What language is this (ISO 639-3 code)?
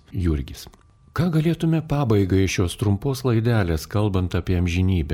lit